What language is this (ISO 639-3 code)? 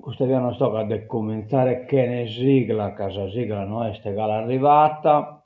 srd